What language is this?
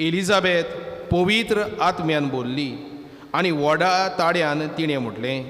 Konkani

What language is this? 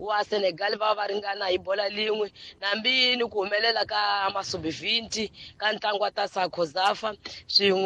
Tsonga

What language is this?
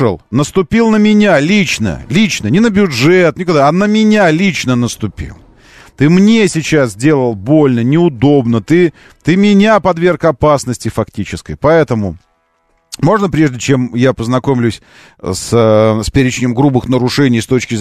Russian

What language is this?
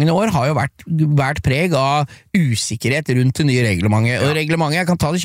Norwegian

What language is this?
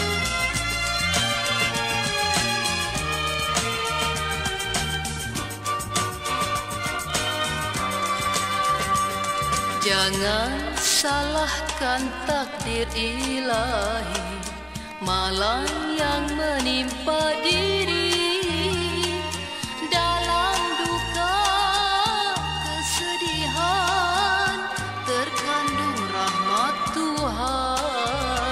Malay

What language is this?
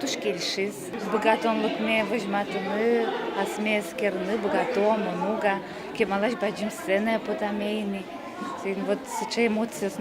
Udmurt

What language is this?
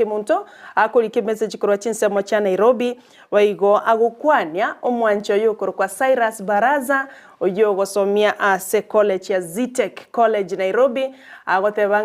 Gusii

